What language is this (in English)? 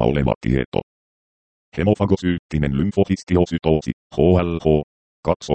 Finnish